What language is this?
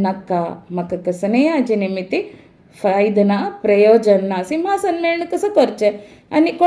Konkani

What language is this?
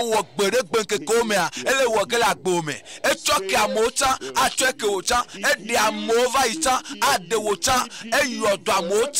Ewe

